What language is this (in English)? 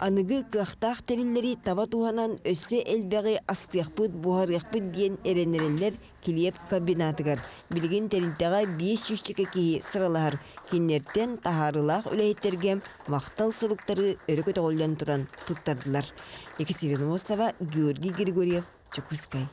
Yakut